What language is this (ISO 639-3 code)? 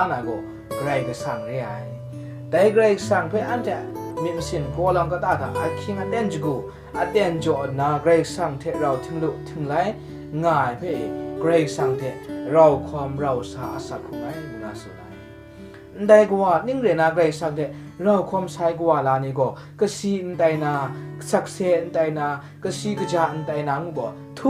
kac